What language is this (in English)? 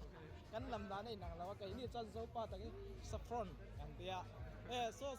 Mizo